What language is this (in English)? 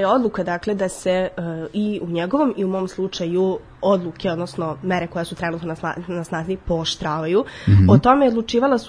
Serbian